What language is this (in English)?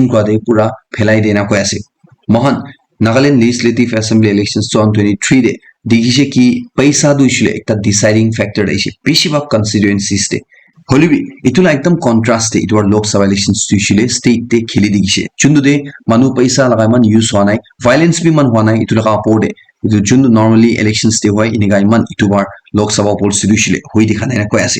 Naga Pidgin